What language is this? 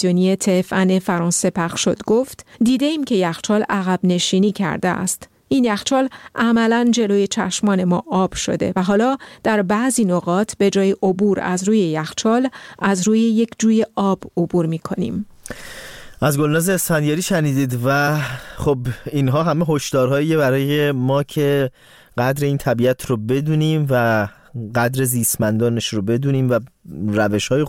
Persian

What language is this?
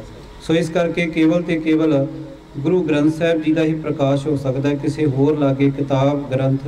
Punjabi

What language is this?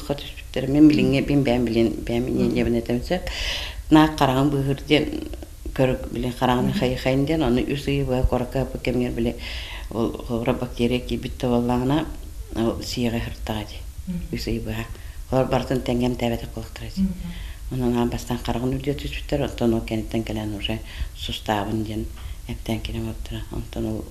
Yakut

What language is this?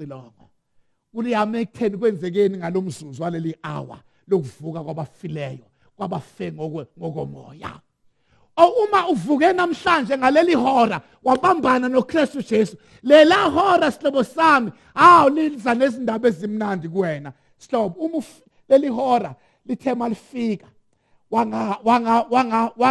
Zulu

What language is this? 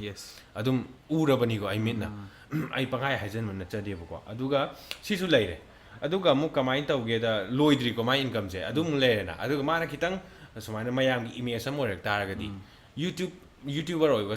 Manipuri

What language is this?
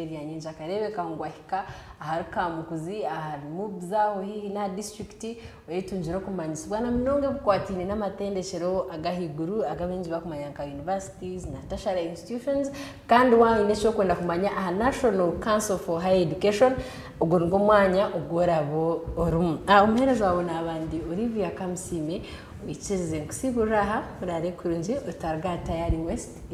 Nyankole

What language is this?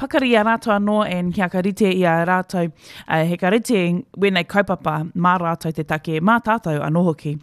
Māori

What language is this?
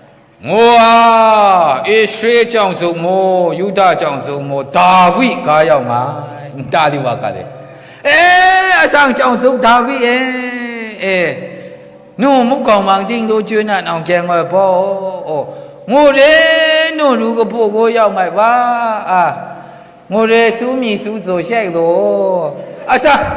Maru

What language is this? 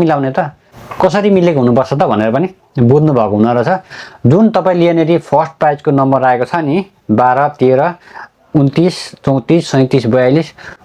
Nepali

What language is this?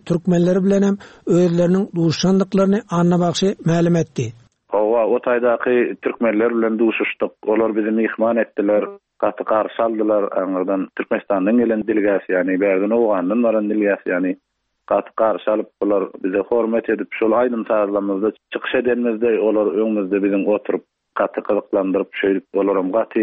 Turkmen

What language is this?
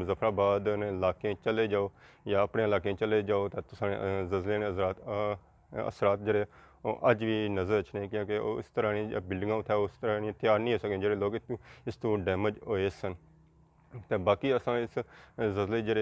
Pahari-Potwari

